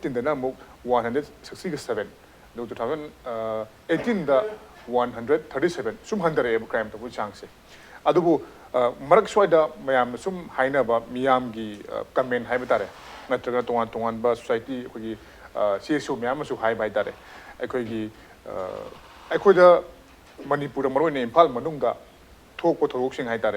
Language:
Manipuri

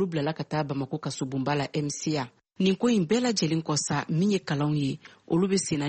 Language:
Bambara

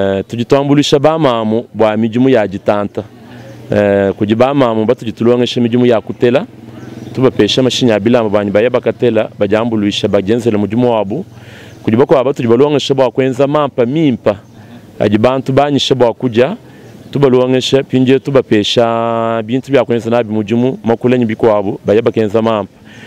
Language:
Luba-Lulua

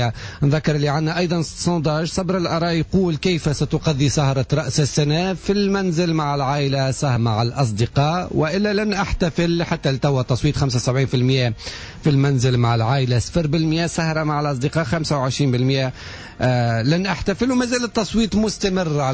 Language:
Tunisian Arabic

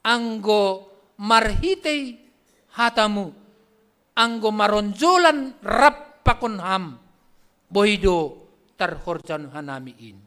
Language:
Batak Simalungun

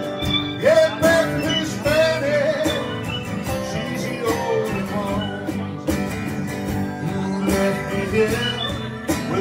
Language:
English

